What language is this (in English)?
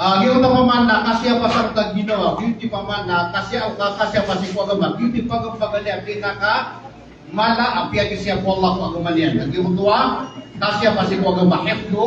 Maranao